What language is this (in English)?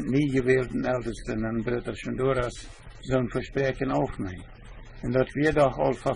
Plautdietsch